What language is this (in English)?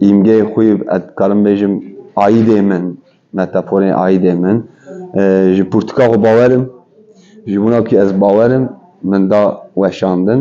Kurdish